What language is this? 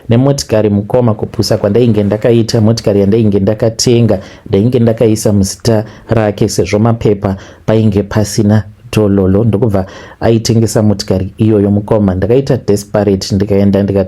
Shona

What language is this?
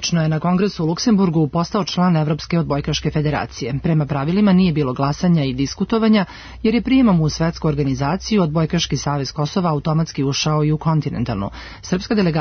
Serbian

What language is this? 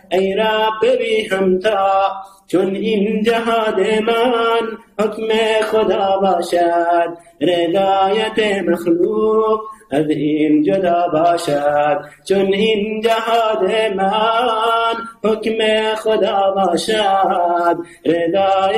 Persian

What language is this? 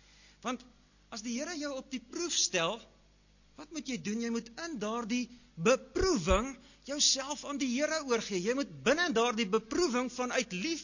Afrikaans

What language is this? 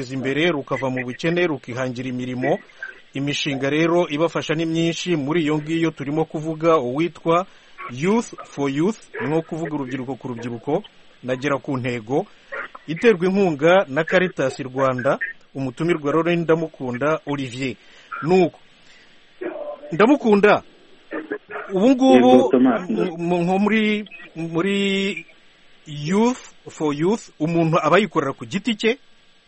Kinyarwanda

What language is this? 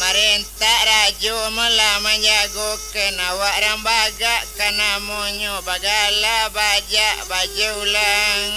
Minangkabau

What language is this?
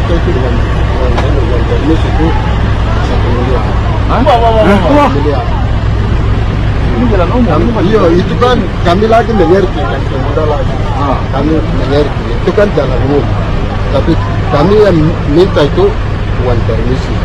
Indonesian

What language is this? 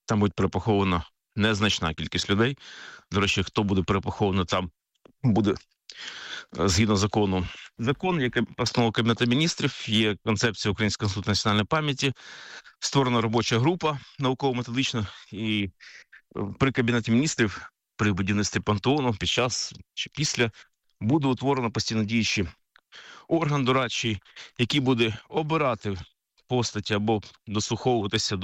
Ukrainian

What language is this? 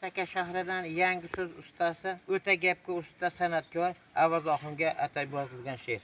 Uzbek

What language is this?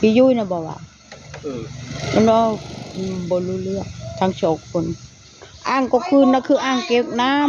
Northeastern Thai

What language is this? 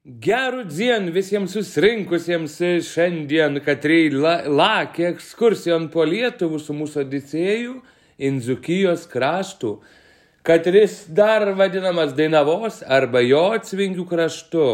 Lithuanian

